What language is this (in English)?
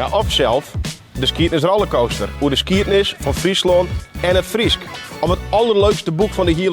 Western Frisian